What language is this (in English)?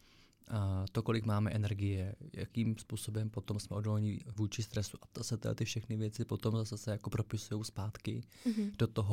Czech